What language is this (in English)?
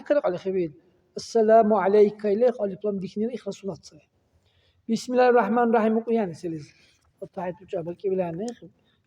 Dargwa